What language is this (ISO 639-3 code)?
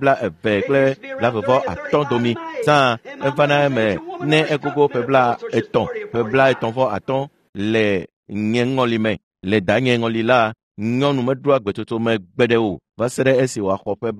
ewe